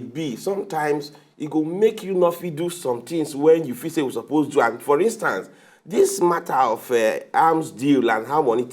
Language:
Nigerian Pidgin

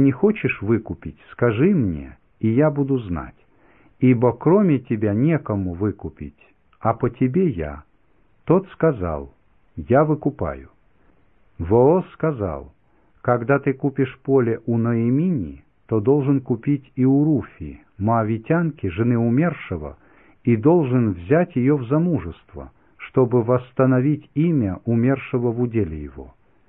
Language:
Russian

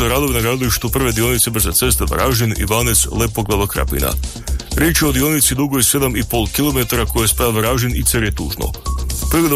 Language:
Croatian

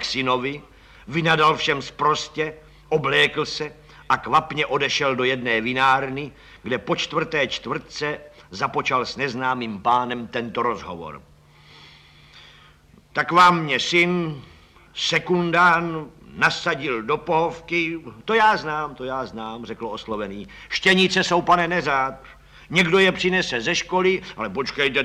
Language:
Czech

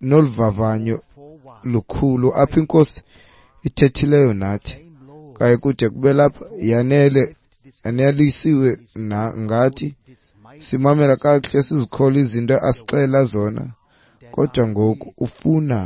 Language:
Xhosa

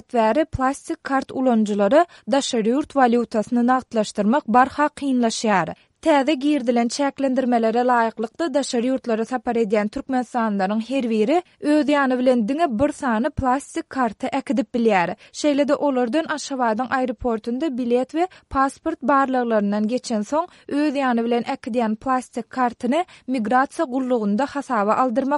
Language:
Turkmen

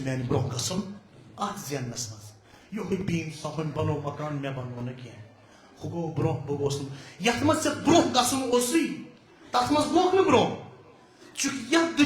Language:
Kashmiri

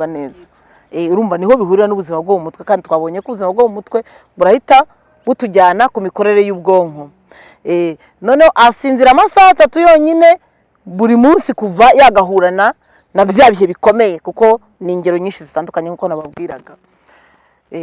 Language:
Kinyarwanda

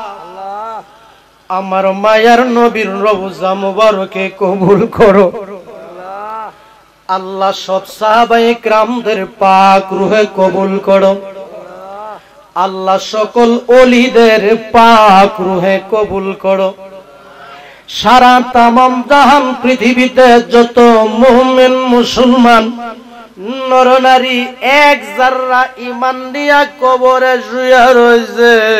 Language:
Bangla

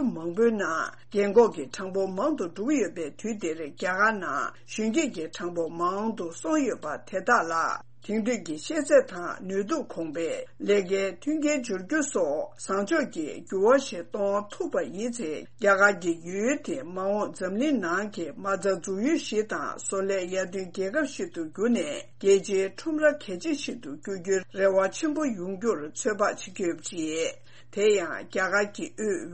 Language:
Tibetan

